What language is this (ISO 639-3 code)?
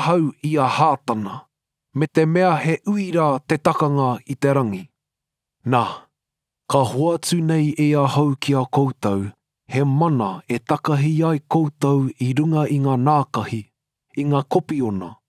mri